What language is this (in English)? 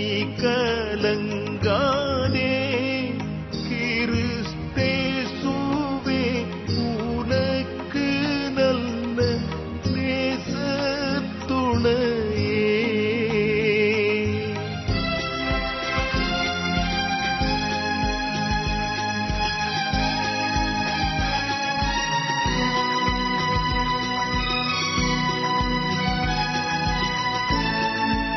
Tamil